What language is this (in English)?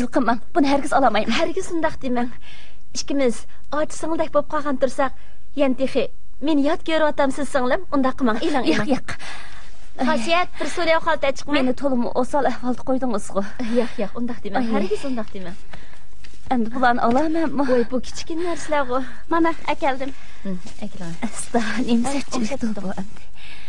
Uyghur